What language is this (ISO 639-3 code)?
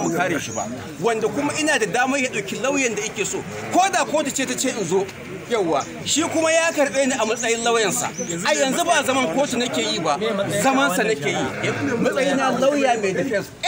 hau